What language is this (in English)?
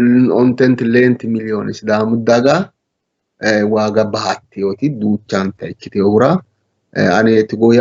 Sidamo